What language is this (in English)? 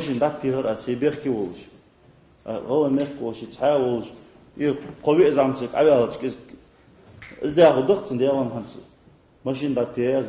Ingush